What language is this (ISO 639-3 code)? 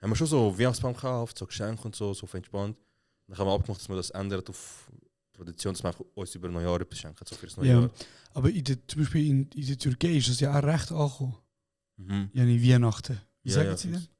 gsw